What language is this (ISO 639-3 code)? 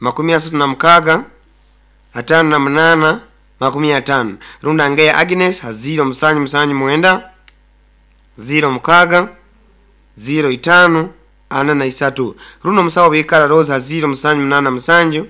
nyo